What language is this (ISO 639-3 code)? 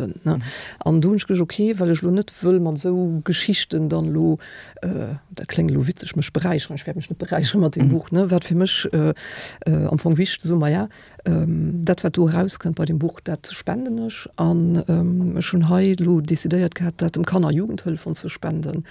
ltz